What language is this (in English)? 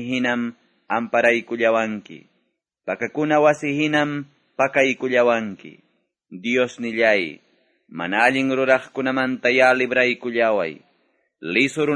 Quechua